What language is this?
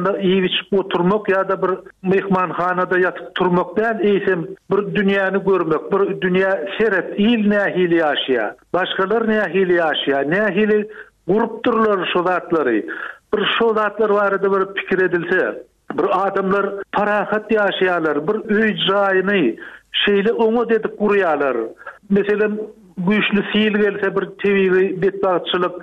Turkmen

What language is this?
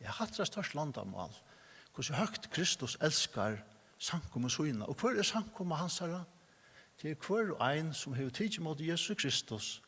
Faroese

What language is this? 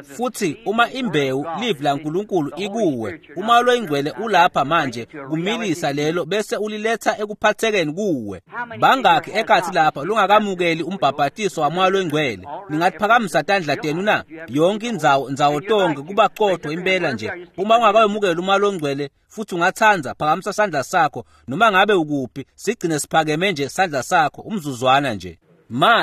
Swati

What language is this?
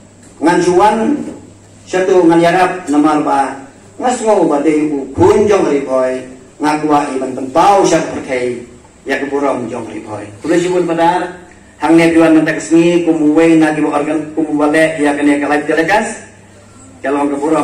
Khasi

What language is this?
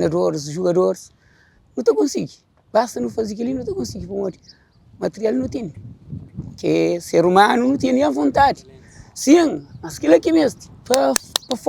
Kabuverdianu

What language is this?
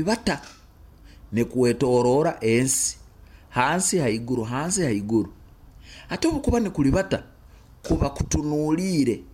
Nyoro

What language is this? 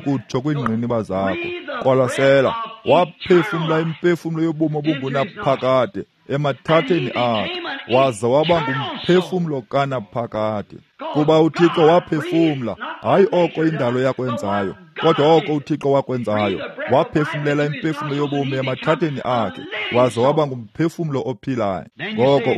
Xhosa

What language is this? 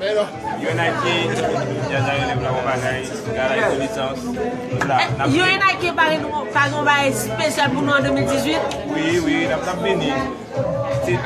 Haitian Creole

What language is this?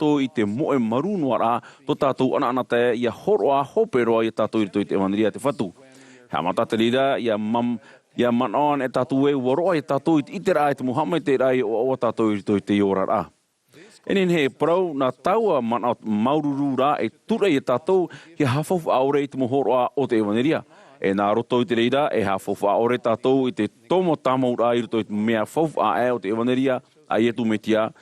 Tahitian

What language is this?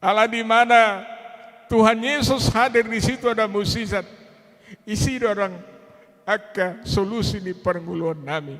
Batak Toba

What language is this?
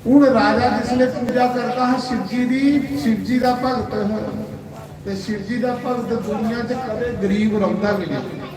Dogri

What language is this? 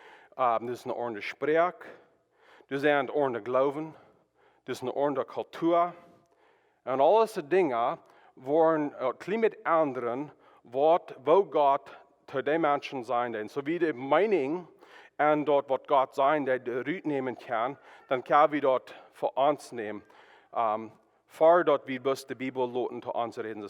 Plautdietsch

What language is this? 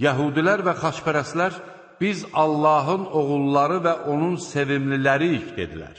Azerbaijani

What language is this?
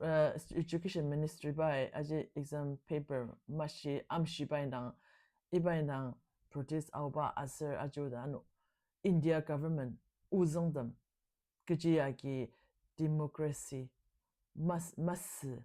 Ao Naga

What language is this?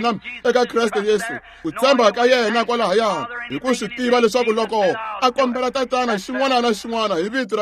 Tsonga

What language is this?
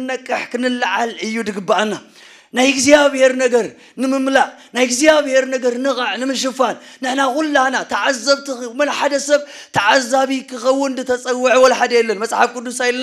Tigrinya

